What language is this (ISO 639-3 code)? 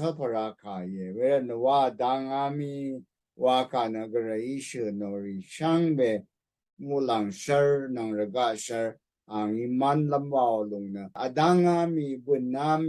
raw